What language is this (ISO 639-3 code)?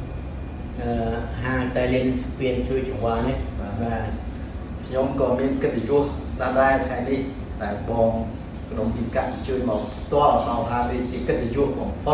khm